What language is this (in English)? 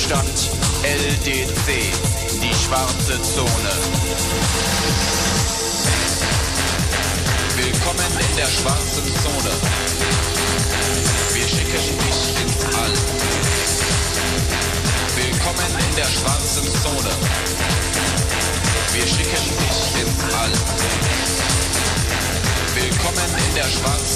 German